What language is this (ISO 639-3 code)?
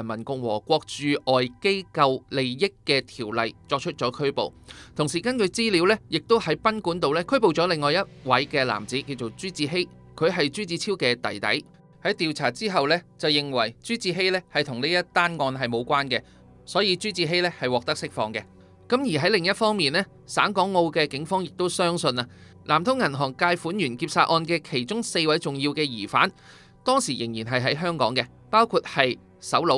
yue